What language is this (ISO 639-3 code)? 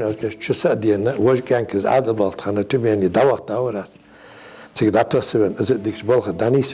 inh